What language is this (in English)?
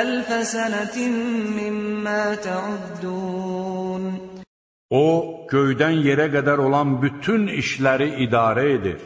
Azerbaijani